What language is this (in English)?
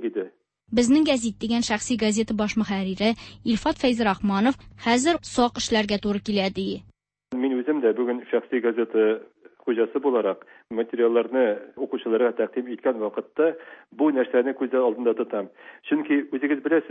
Tatar